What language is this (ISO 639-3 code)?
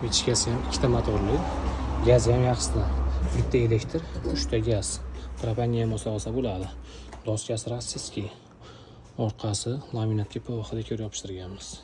uzb